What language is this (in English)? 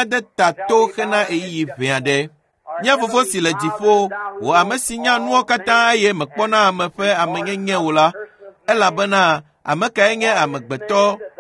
Ewe